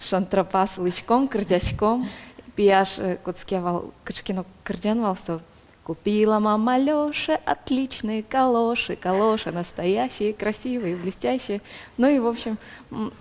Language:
Udmurt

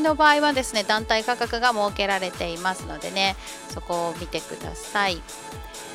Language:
Japanese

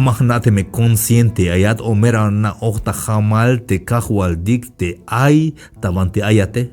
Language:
Tzeltal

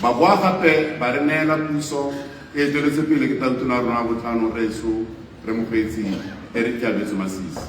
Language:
Tswana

